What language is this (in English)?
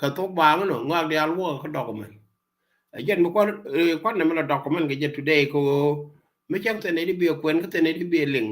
Nuer